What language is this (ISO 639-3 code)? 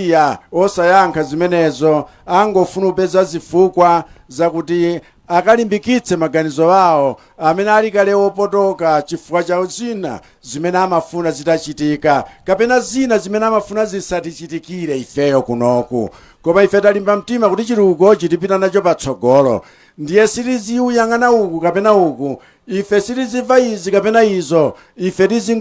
nya